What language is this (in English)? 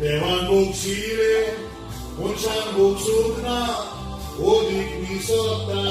Konkani